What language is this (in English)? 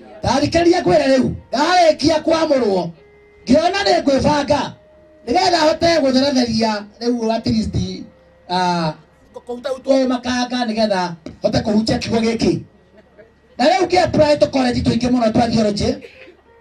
Kikuyu